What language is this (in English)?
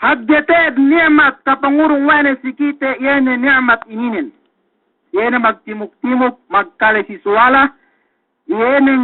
Yakan